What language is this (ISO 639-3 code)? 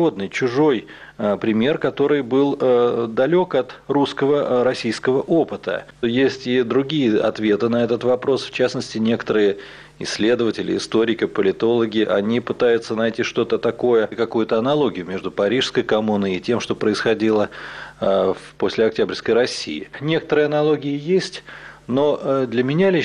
rus